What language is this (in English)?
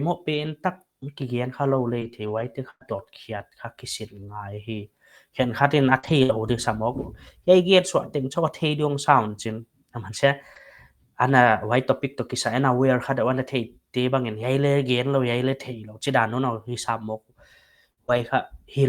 Paite Chin